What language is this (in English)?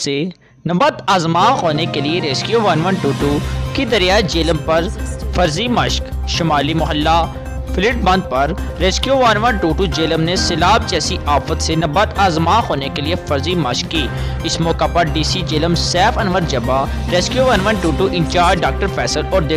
Urdu